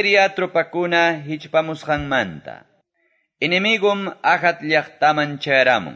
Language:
Quechua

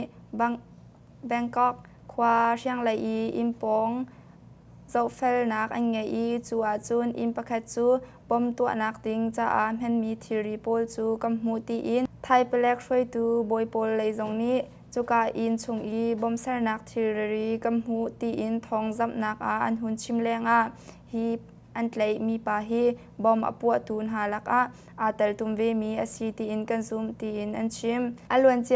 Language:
Hakha Chin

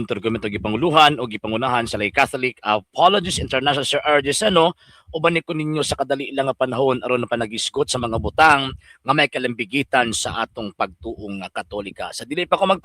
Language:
Cebuano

